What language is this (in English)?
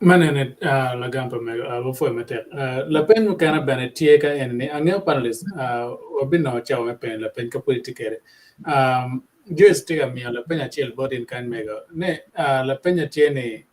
Acoli